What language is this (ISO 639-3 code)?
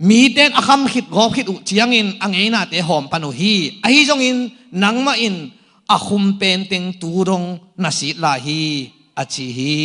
ctd